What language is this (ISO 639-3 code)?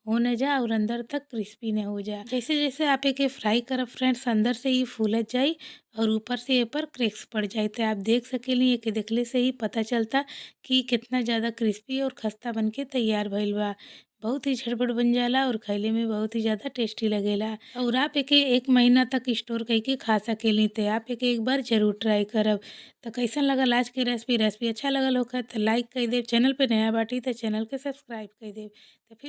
bho